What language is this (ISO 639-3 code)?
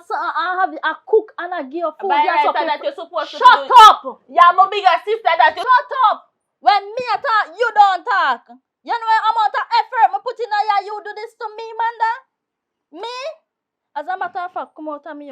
jam